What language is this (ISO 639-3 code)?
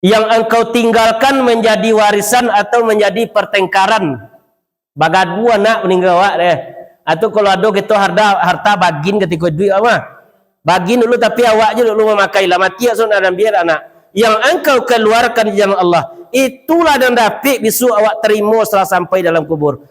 min